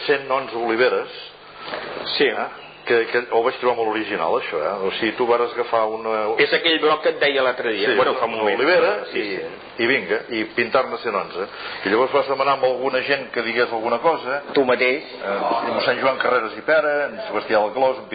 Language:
Catalan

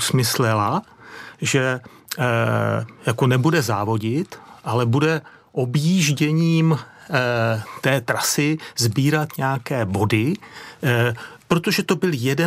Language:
Czech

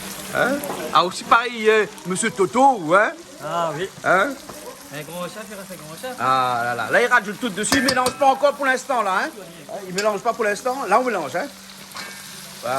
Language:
Réunion Creole French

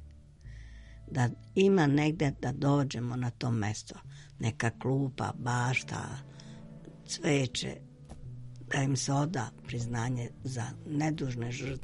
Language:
Serbian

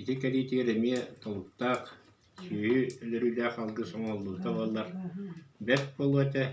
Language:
Yakut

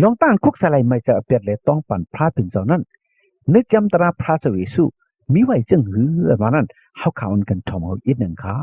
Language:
Shan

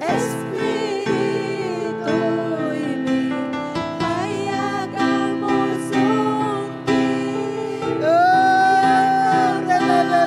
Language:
Ayacucho Quechua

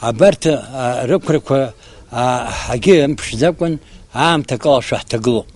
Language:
Abkhazian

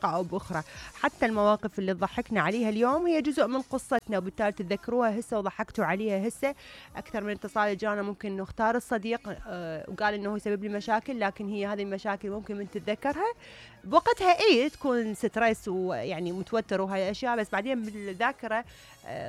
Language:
Mesopotamian Arabic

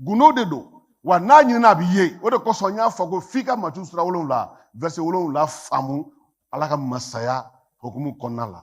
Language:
Bambara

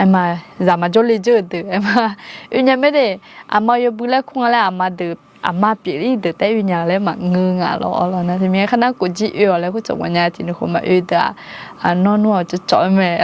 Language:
Akha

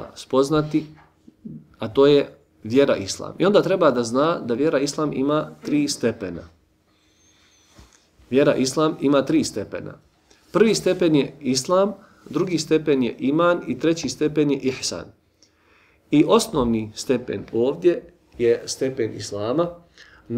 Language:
Bosnian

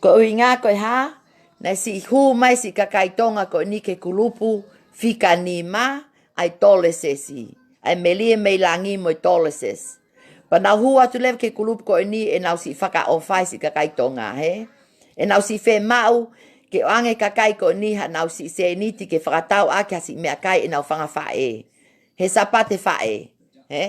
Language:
Tongan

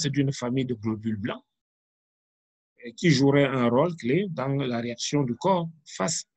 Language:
French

